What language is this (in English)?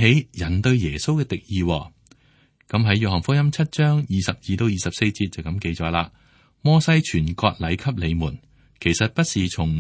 Cantonese